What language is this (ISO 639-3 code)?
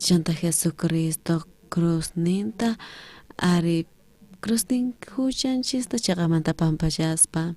quh